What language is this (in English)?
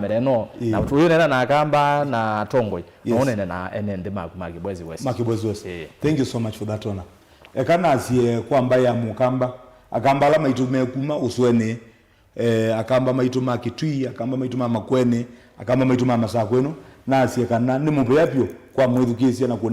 Kamba